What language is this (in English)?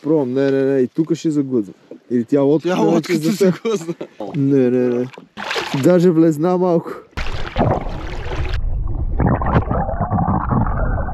Bulgarian